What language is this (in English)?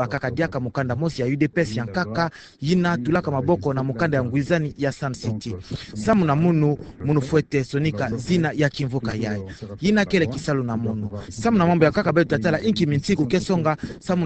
Kituba (Democratic Republic of Congo)